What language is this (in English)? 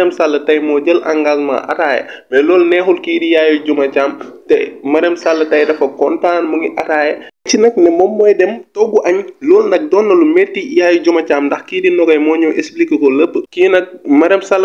Wolof